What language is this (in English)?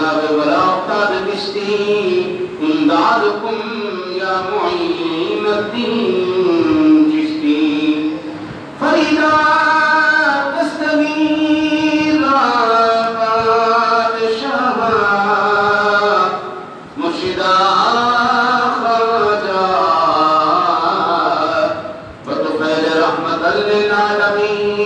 Urdu